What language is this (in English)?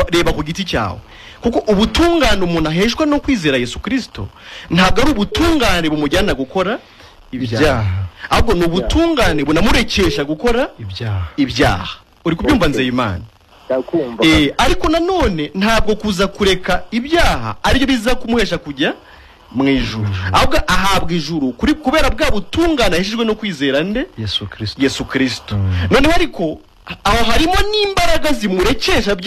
Kinyarwanda